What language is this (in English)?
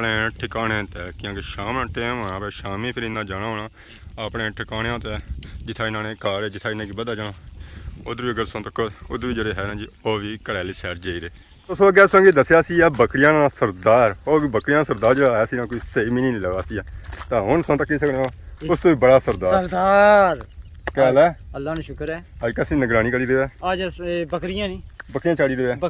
Pahari-Potwari